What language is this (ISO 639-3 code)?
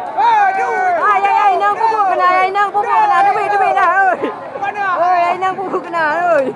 ace